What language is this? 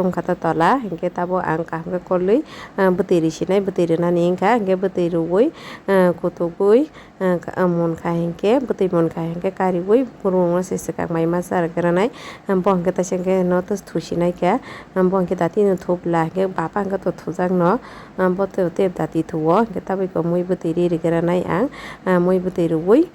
Kok Borok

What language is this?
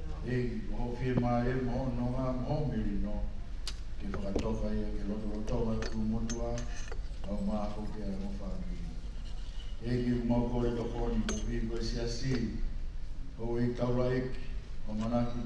Tongan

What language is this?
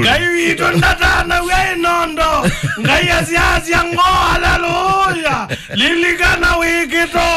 Kamba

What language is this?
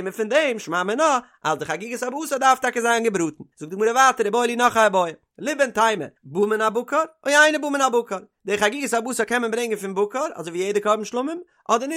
Yiddish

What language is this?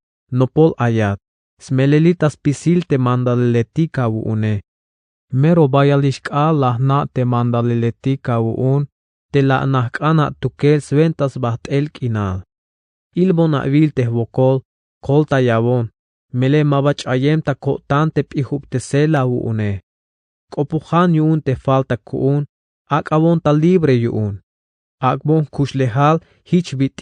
Tzeltal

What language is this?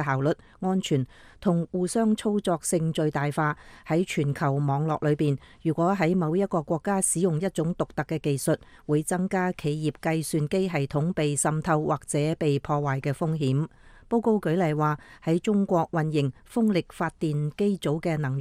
Cantonese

